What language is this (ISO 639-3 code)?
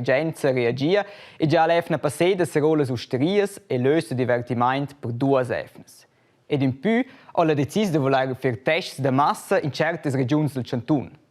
roh